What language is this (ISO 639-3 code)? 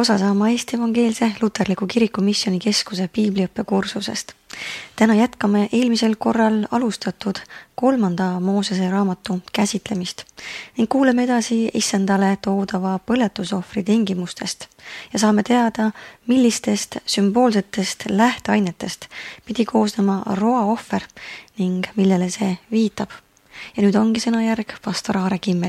est